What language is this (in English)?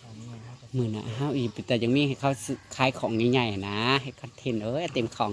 Northeastern Thai